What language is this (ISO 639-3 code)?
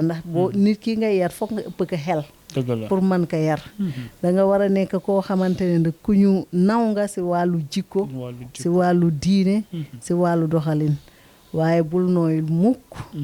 wol